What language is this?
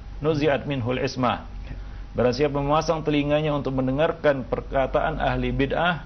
Indonesian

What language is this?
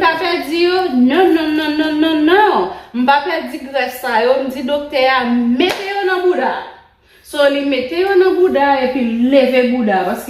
Haitian Creole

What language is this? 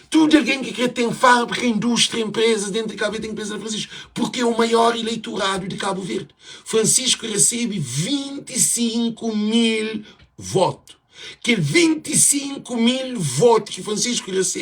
Kabuverdianu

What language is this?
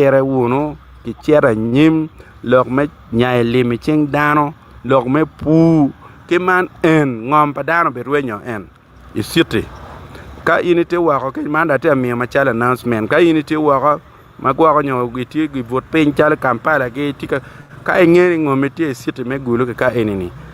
Acoli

